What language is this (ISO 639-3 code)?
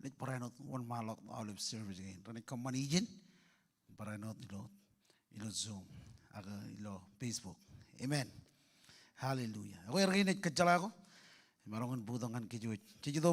mah